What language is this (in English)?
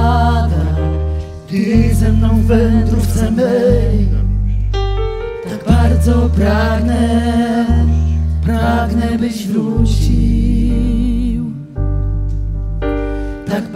Polish